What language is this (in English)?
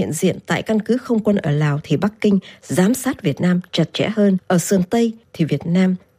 Vietnamese